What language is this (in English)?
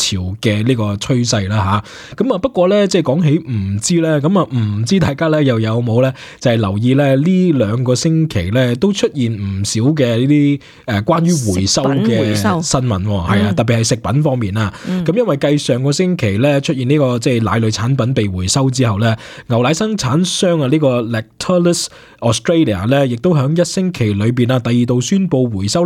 Cantonese